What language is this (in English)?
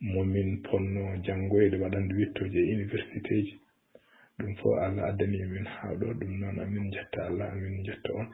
Fula